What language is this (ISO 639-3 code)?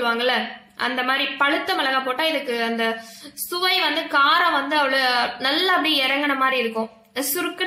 tam